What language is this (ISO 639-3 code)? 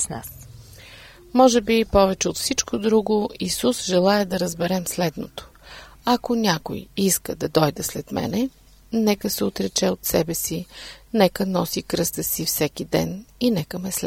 bul